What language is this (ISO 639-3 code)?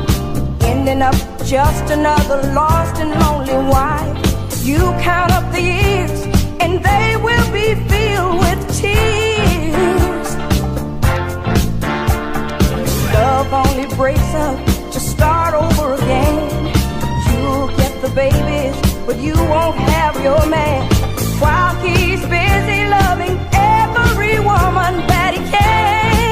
eng